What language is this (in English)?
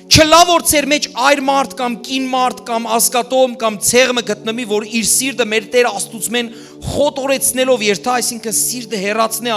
Western Armenian